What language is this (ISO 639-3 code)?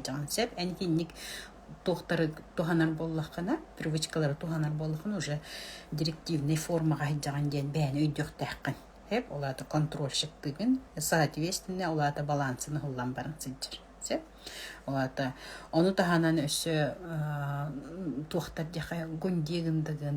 sah